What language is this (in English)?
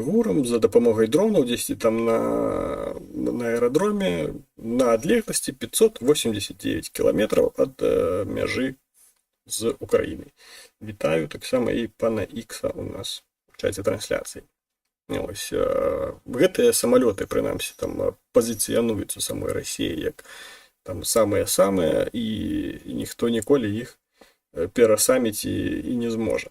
Belarusian